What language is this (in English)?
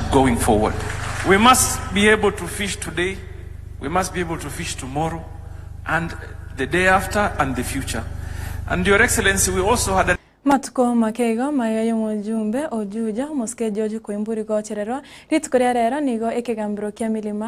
Gusii